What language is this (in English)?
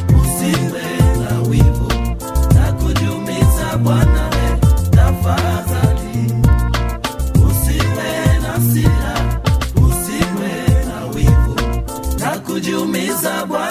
Swahili